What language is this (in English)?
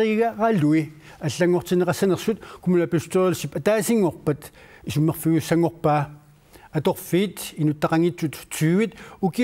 Kalaallisut